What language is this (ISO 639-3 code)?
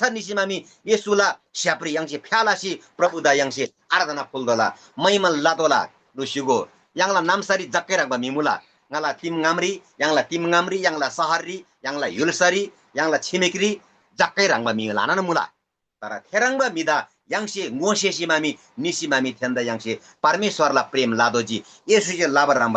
taj